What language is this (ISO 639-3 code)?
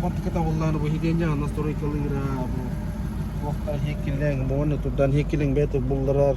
sah